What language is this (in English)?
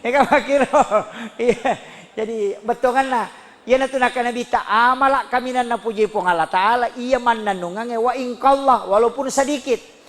Buginese